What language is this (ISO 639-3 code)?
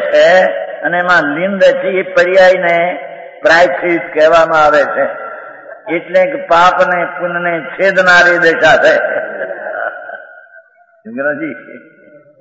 guj